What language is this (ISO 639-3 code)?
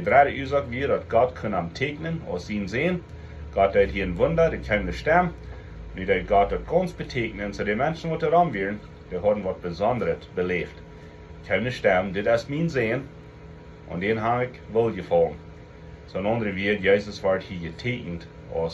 pdt